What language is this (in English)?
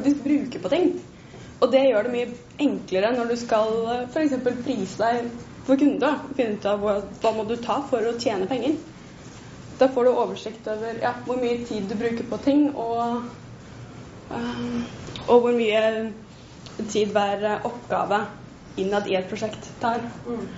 Norwegian